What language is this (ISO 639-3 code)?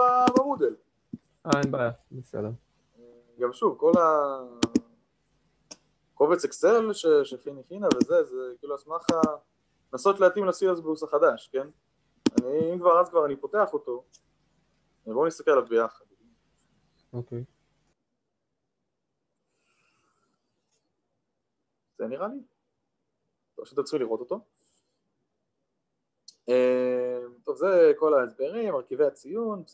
heb